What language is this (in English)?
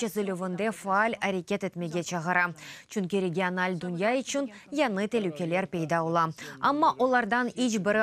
Crimean Tatar